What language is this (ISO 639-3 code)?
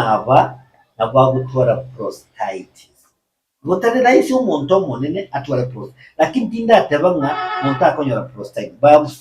guz